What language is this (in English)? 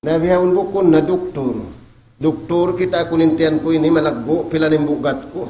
Tausug